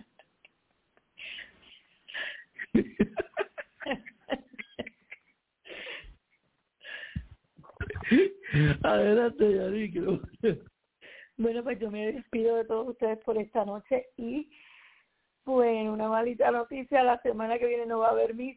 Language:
Spanish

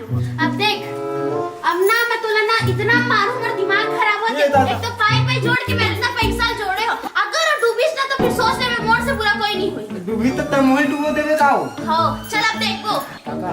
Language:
Chhattisgarhi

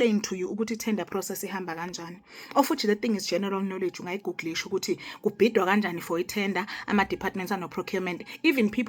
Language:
Zulu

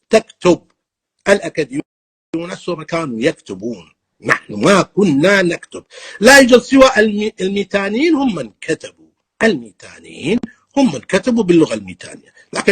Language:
North Levantine Arabic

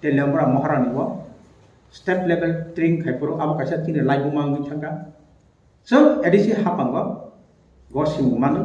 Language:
Kok Borok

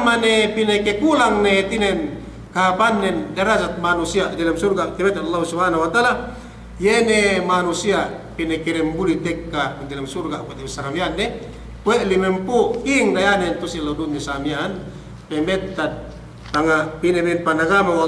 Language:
Yakan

